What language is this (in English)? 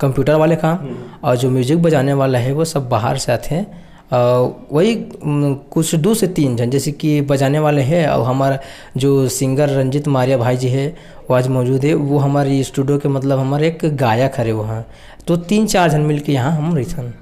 Chhattisgarhi